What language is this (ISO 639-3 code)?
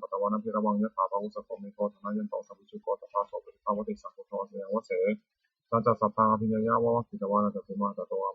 pli